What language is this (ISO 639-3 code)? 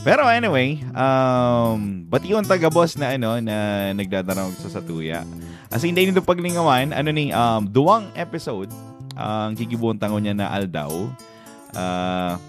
bik